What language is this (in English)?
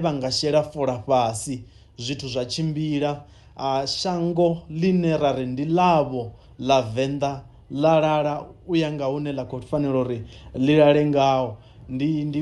Venda